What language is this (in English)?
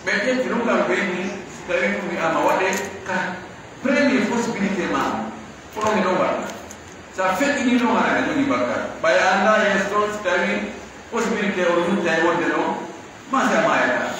Pular